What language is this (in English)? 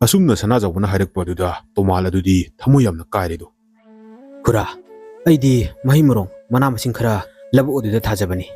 Manipuri